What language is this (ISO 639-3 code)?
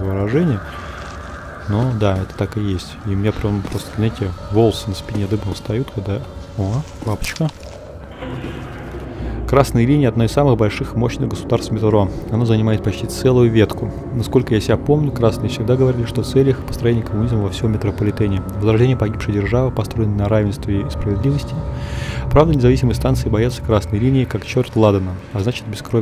rus